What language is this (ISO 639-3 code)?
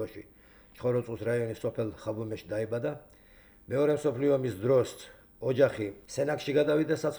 kat